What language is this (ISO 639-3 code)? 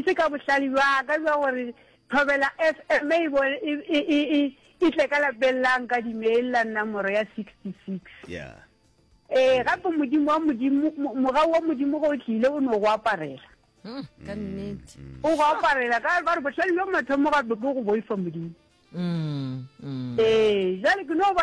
nso